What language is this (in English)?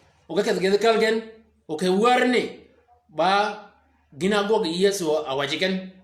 Shilluk